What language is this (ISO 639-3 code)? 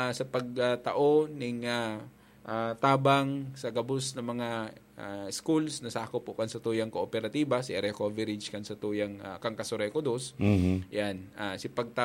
bik